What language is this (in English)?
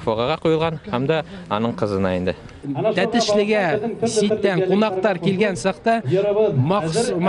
Bashkir